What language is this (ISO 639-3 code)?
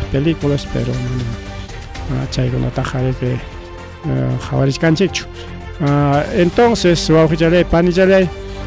quy